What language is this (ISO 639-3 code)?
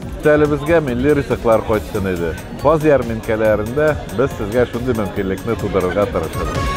tat